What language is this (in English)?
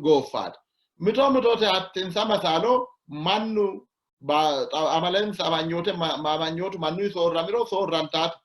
Sidamo